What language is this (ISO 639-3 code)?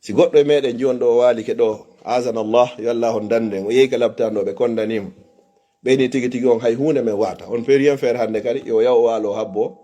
ful